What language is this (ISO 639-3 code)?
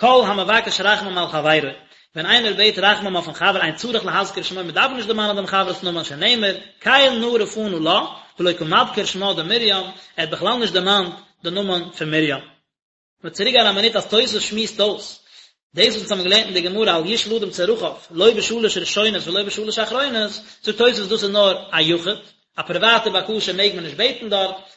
yid